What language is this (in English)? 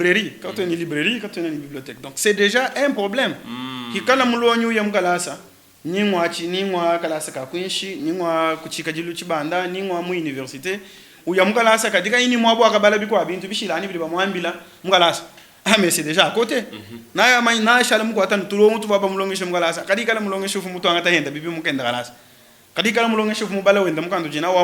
Luba-Lulua